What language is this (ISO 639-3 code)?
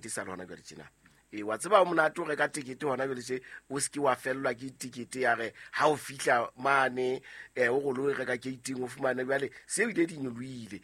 sot